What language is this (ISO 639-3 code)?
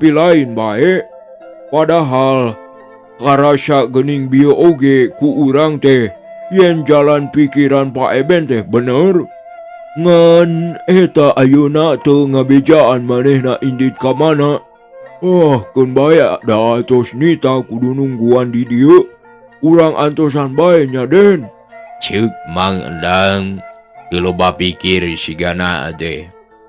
sun